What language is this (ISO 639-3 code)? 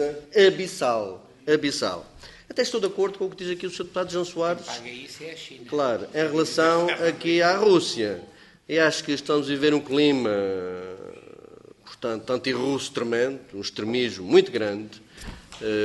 por